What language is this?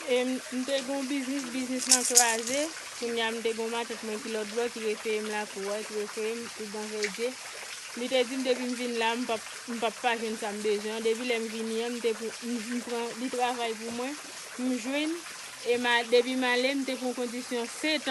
Haitian Creole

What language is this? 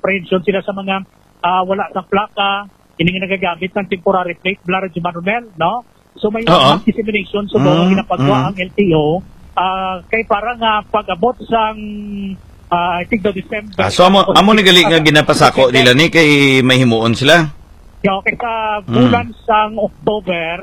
Hiligaynon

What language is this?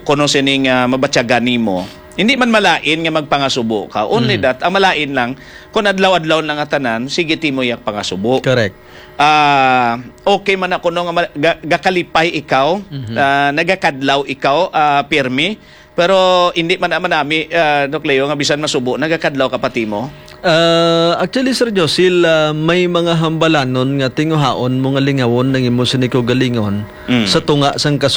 Hiligaynon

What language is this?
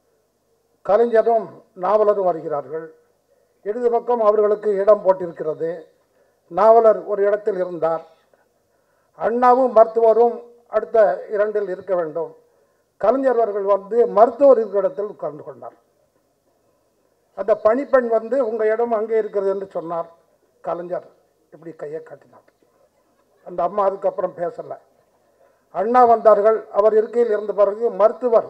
Tamil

